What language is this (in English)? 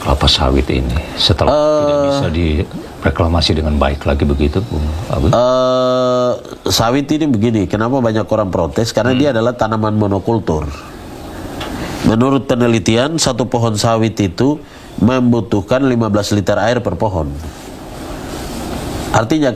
Indonesian